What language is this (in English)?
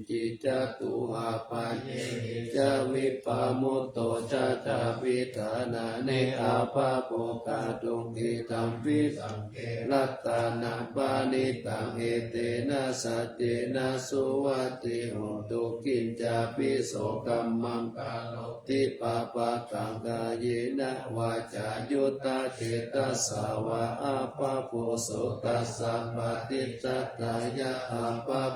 Pali